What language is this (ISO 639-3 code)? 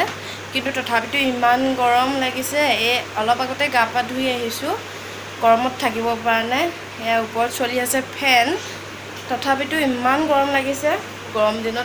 asm